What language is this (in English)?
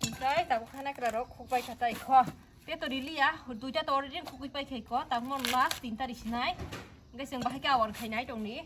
Kok Borok